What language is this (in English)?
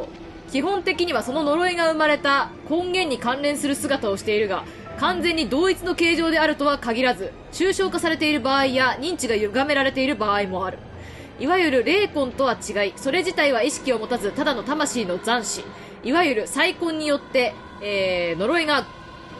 Japanese